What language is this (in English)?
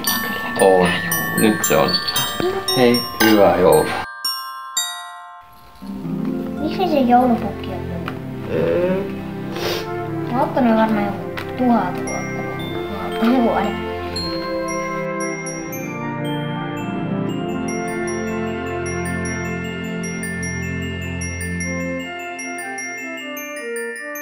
Finnish